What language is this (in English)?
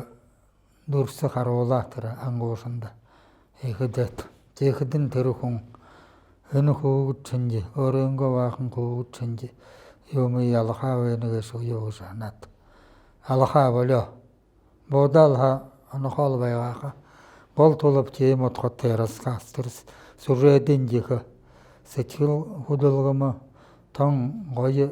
Buriat